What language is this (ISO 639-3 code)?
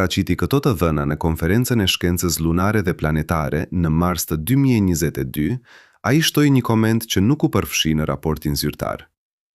sqi